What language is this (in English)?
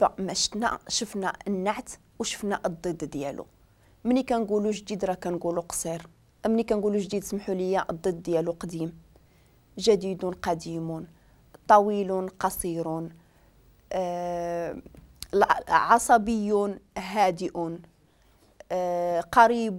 Moroccan Arabic